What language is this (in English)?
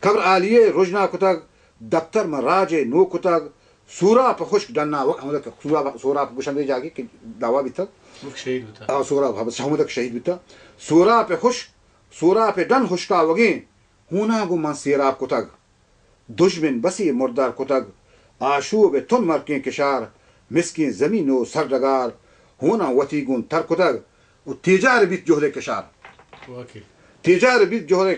Baluchi